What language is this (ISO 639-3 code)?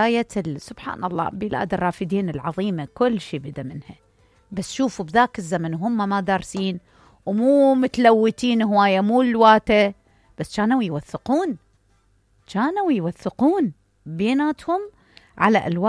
acm